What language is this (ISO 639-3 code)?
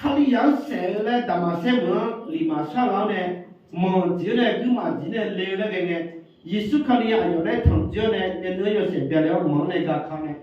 ahk